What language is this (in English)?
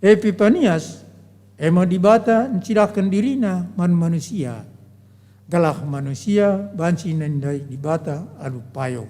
Batak Karo